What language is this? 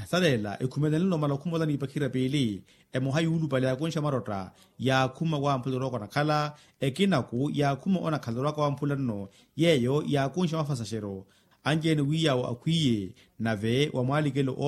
Makhuwa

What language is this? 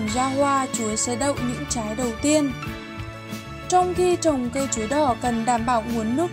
Vietnamese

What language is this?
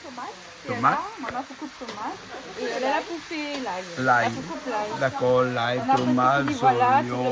Réunion Creole French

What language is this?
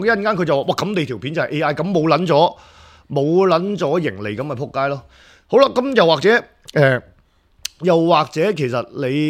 Cantonese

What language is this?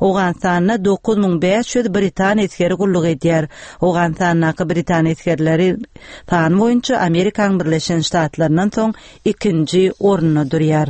Turkmen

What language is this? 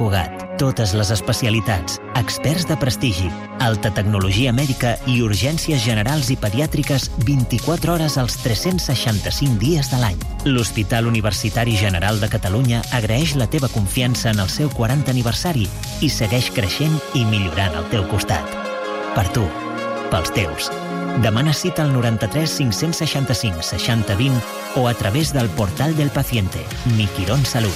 Catalan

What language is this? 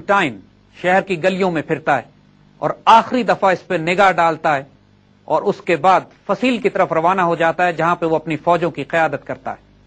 Urdu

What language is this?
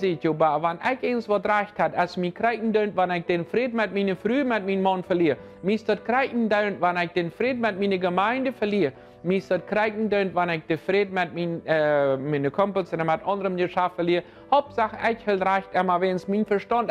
Plautdietsch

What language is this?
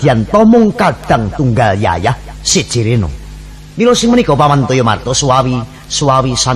Javanese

